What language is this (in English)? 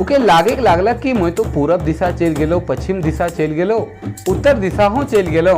Sadri